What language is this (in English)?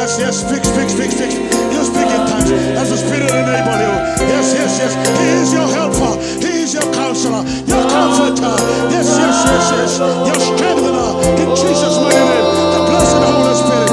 Fijian